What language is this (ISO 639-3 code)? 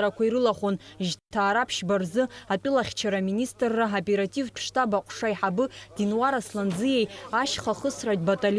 abk